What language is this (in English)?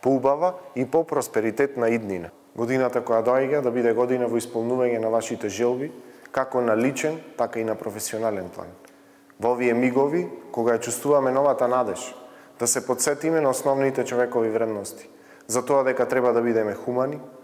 Macedonian